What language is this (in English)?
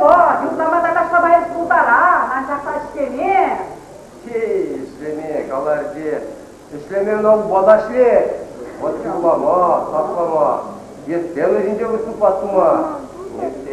Chuvash